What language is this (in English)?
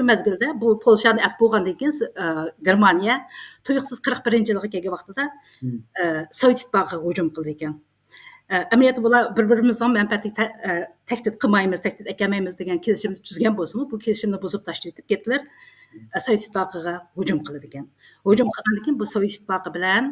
Uyghur